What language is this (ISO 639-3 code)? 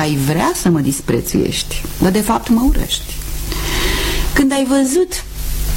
ron